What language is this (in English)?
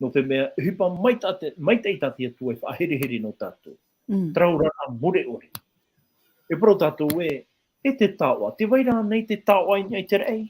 Tahitian